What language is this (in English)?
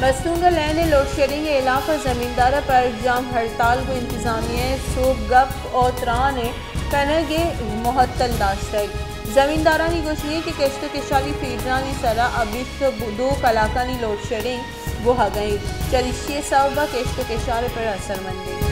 Baluchi